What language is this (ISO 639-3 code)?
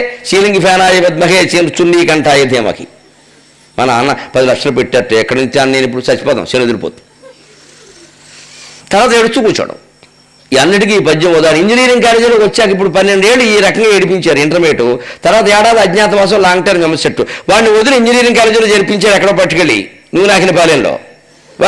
tel